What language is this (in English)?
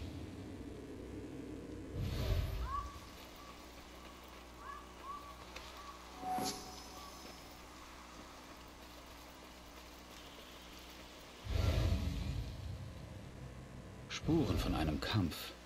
German